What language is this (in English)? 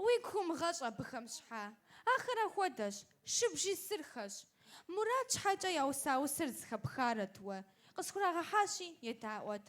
Kabardian